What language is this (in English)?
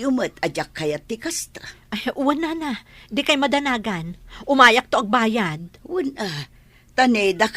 Iloko